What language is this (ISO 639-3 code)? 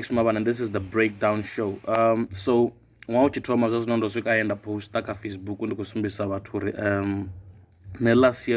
ven